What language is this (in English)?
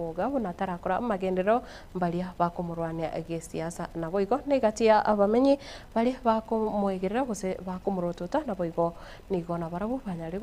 Gusii